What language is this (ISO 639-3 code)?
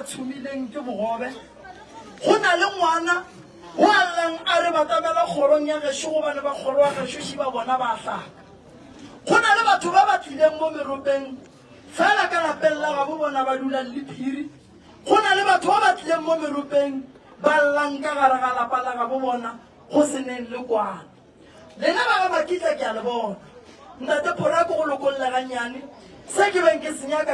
nso